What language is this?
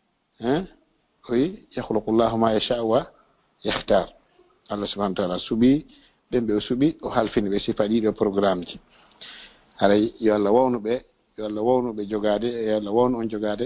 Fula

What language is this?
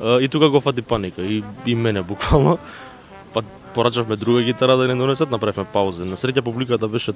Macedonian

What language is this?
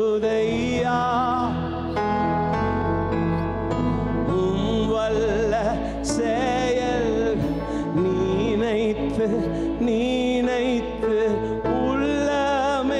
Tamil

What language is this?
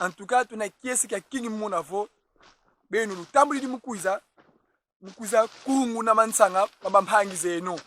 Kongo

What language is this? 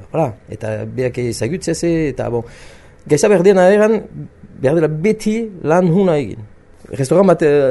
Basque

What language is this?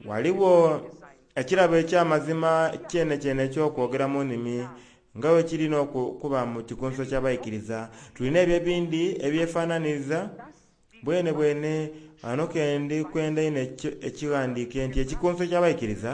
Soga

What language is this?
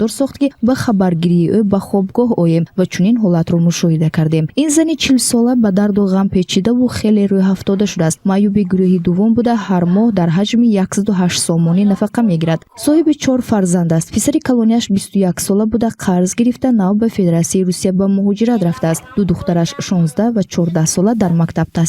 Tajik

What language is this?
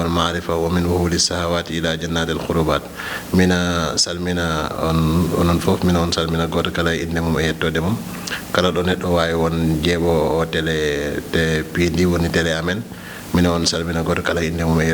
Fula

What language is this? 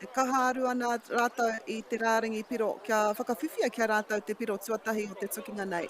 Māori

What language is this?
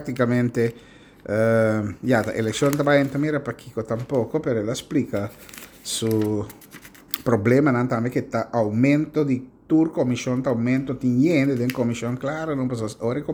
Papiamento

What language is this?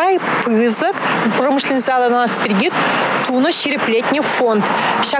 Chuvash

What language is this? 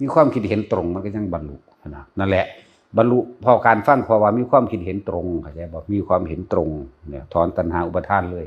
Northeastern Thai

